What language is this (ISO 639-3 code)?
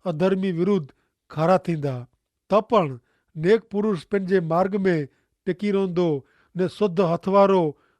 kfr